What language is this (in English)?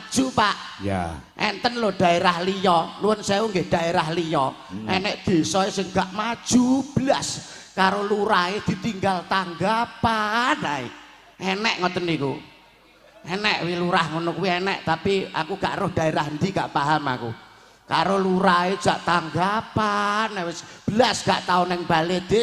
Javanese